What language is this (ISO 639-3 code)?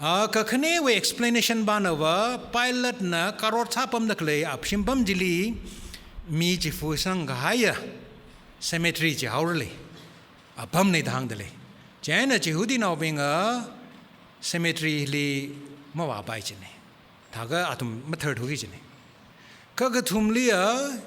nmf